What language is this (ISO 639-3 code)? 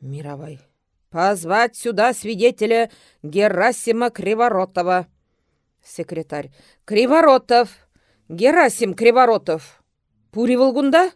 chv